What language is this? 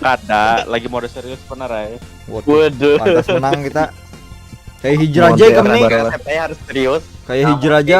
Banjar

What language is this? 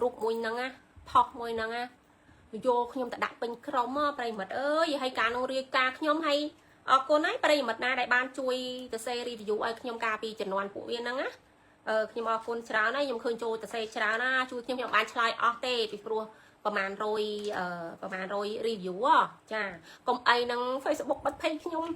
Khmer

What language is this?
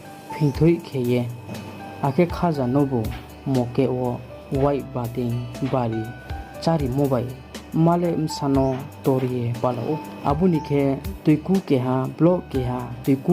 Riang (India)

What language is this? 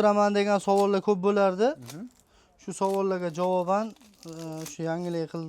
Uzbek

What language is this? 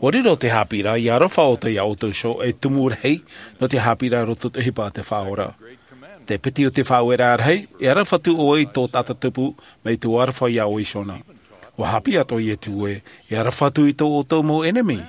Tahitian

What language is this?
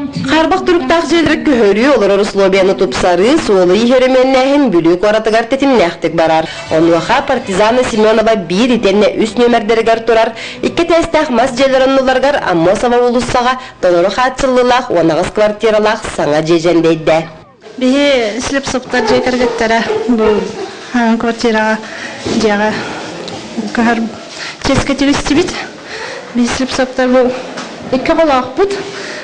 Yakut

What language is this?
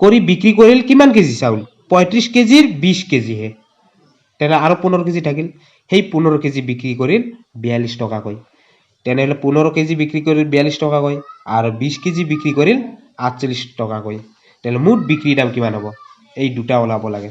Assamese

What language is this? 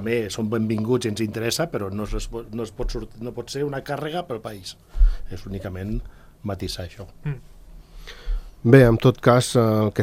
Catalan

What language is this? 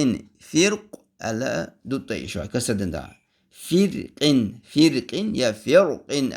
Chechen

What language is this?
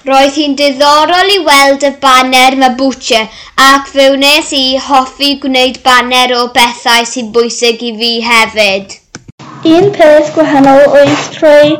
Welsh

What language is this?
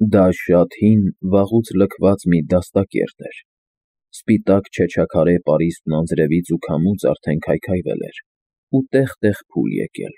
Armenian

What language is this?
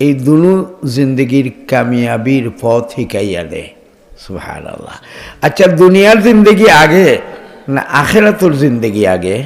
Sylheti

